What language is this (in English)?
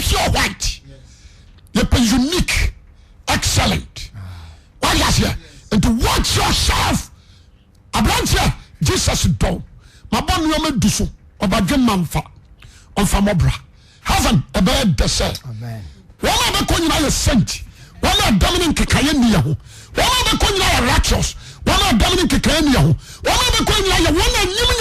Akan